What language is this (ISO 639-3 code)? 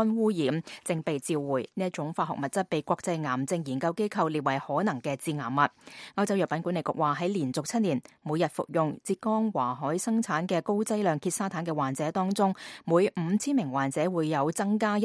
yue